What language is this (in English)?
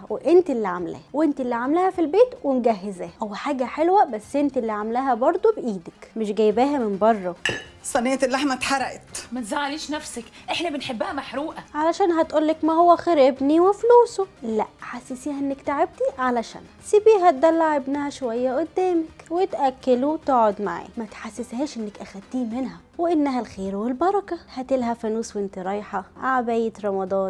Egyptian Arabic